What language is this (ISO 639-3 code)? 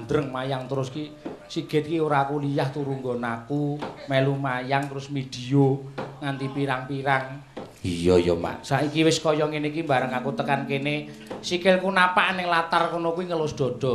jav